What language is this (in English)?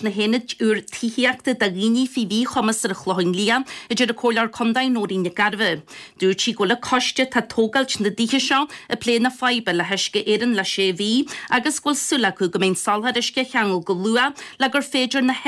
Irish